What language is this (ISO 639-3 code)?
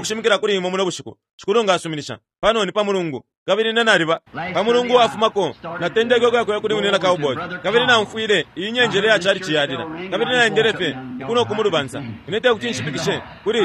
bem